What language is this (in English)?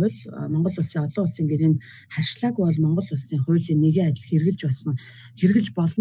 Mongolian